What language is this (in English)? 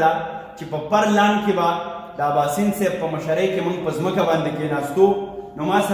Pashto